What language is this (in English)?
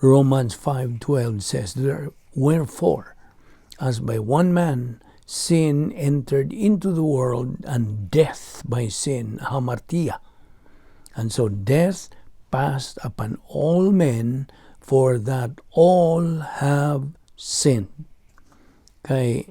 Cebuano